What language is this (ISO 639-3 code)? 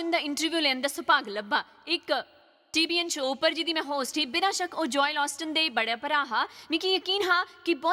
doi